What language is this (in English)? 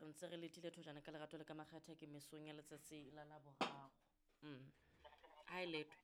Southern Sotho